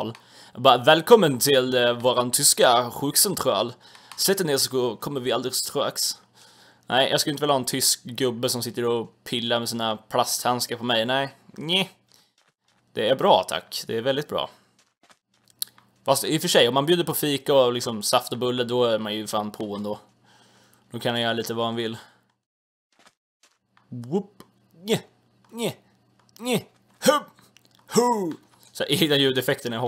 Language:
Swedish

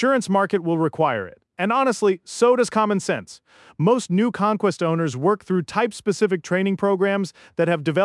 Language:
English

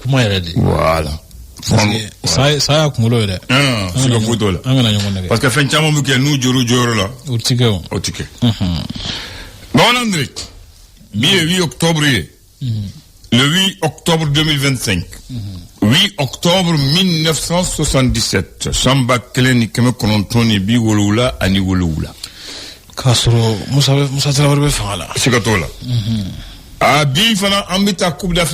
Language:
Bambara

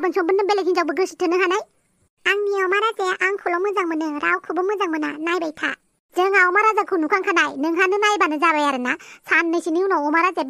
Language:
Bodo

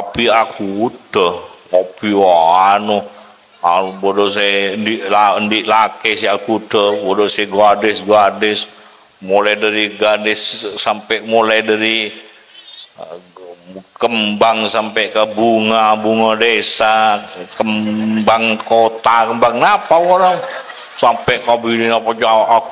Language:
Madurese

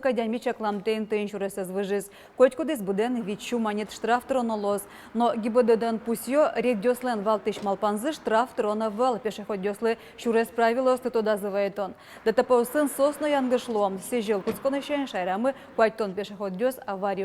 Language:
Udmurt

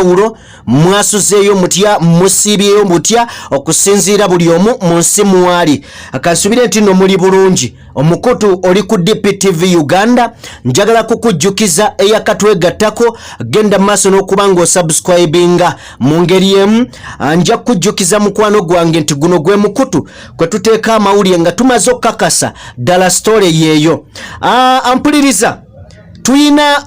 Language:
Ganda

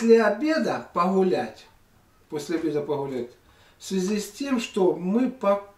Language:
Russian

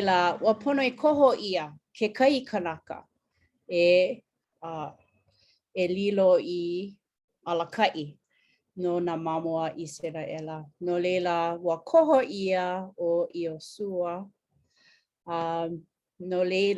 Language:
Hawaiian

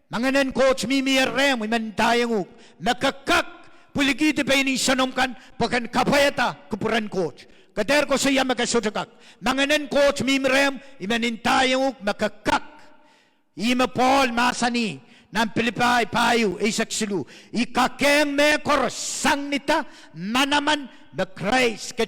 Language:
Pohnpeian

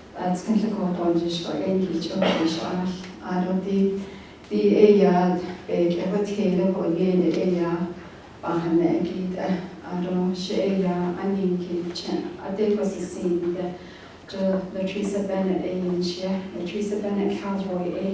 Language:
Navajo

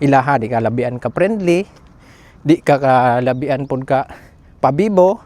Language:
Cebuano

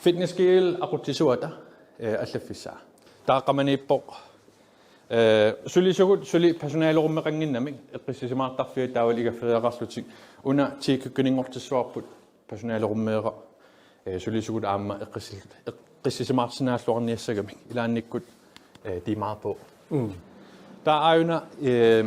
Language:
Kalaallisut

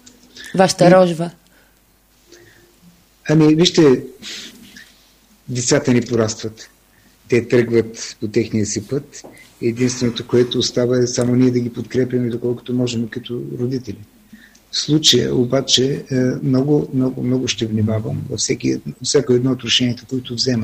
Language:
Bulgarian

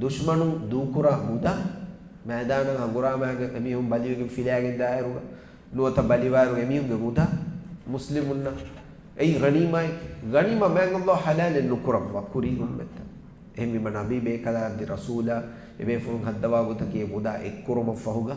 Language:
Divehi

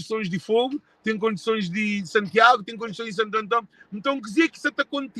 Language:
Kabuverdianu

